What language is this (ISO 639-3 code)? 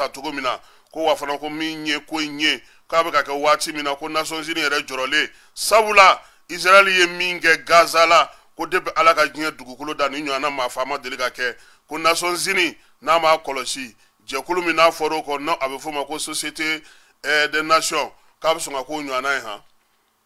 bam